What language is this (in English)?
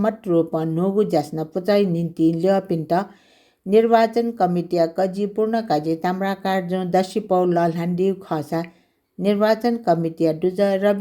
Newari